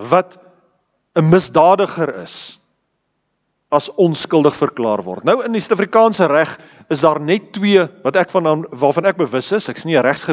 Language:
Afrikaans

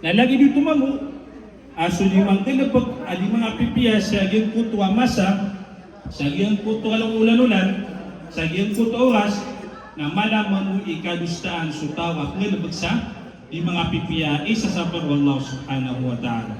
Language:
Maranao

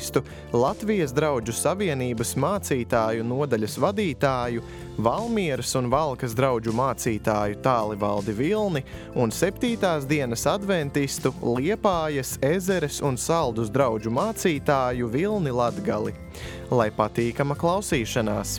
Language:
Latvian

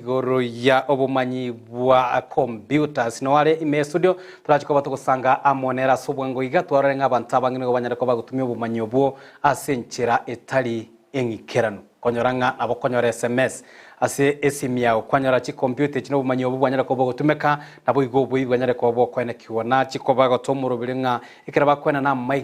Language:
Gusii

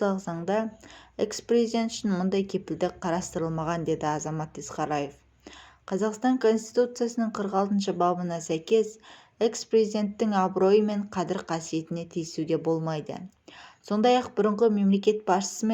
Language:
Kazakh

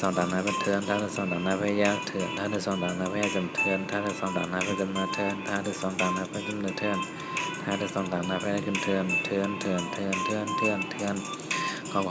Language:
Shan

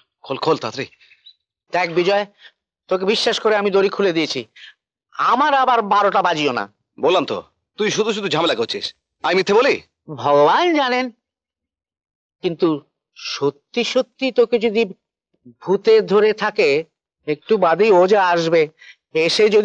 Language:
Bangla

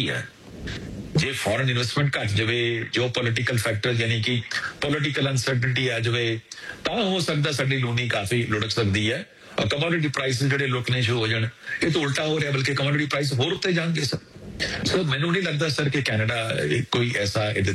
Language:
Punjabi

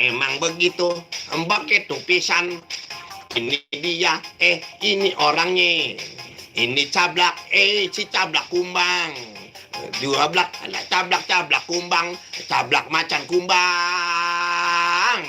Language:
Betawi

